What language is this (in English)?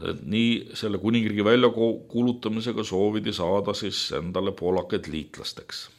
Estonian